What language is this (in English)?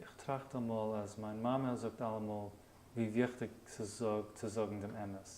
Yiddish